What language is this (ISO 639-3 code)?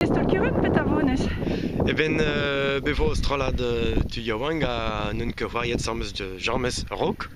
bre